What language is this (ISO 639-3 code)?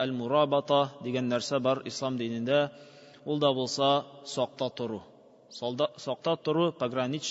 tat